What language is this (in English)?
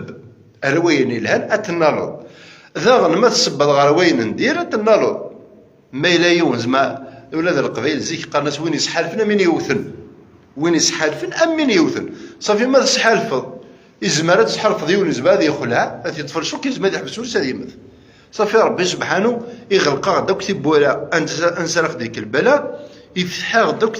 Kabyle